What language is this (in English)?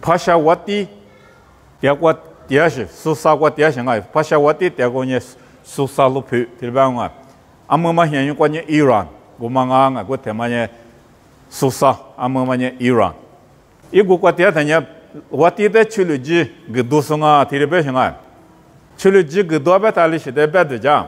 Lisu